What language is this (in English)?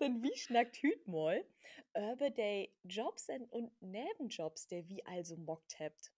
Low German